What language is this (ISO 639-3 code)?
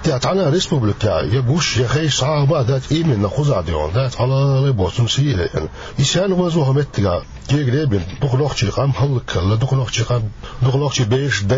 che